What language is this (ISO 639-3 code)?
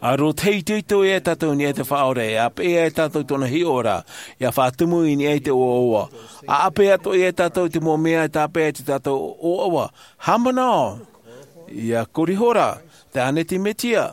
tah